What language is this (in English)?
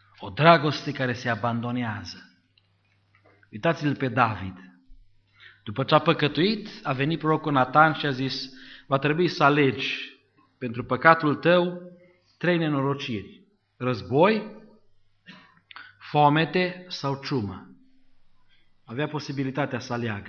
Romanian